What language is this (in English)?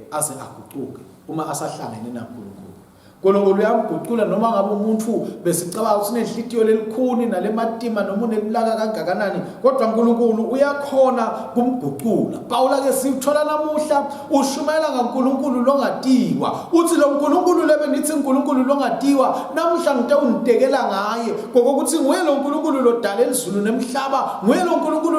Swati